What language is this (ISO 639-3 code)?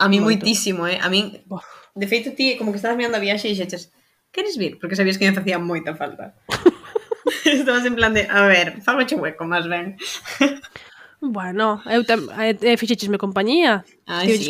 glg